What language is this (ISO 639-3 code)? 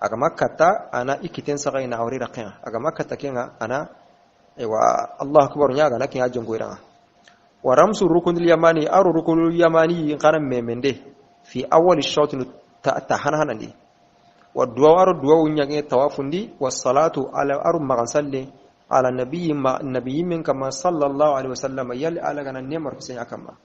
bam